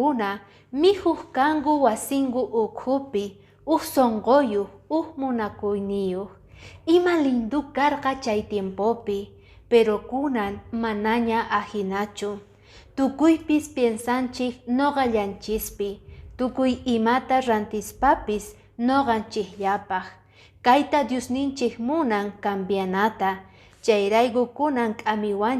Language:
Quechua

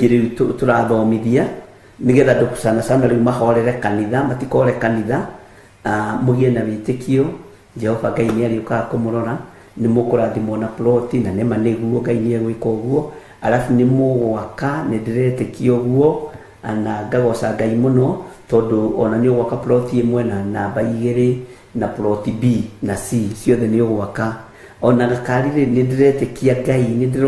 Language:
Kikuyu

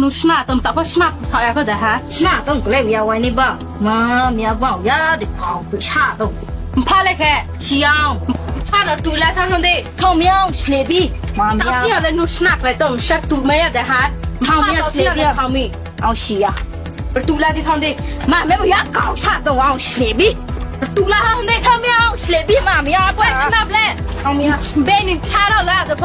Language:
Kok Borok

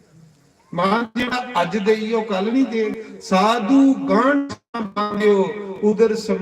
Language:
Dogri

